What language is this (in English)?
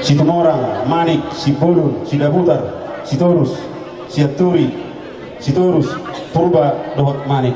Batak Toba